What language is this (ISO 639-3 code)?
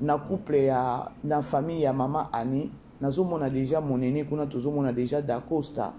lin